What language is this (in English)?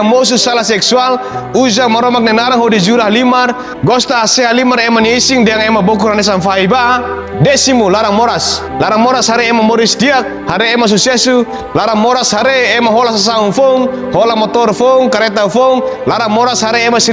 Tetum